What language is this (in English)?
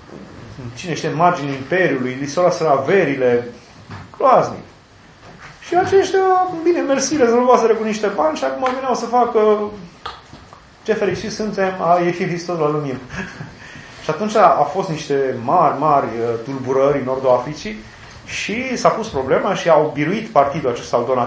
Romanian